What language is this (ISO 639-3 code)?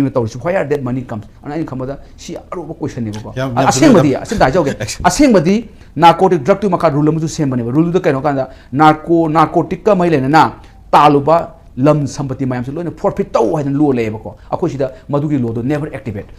mni